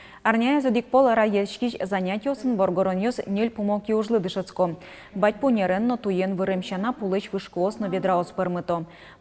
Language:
Udmurt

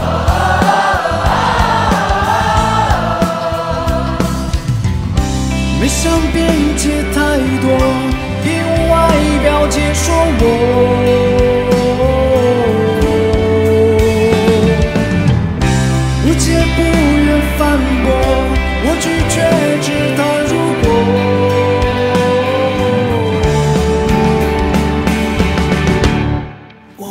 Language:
Chinese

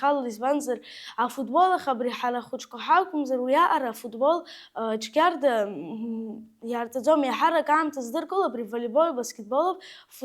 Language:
Abkhazian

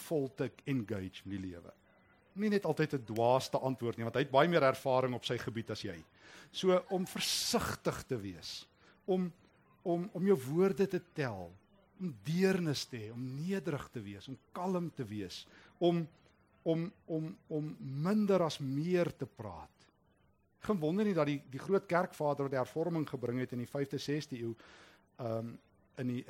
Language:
Afrikaans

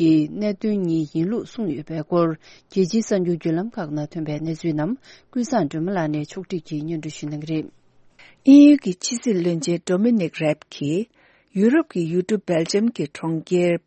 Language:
Tibetan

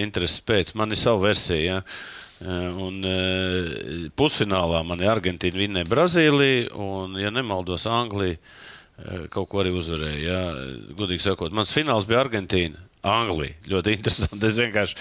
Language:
Latvian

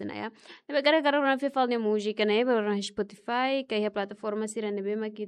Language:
Tetum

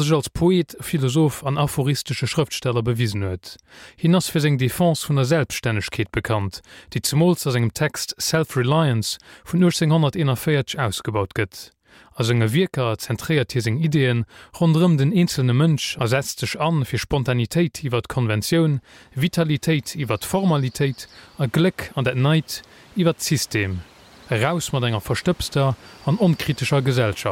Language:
Luxembourgish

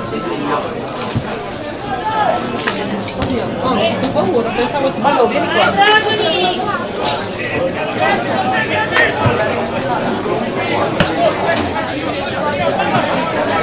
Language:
Italian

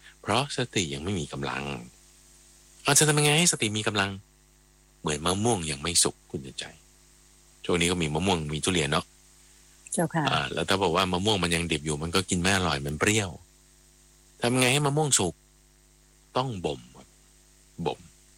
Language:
Thai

